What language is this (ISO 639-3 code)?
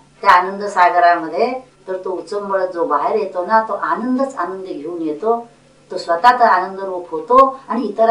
mar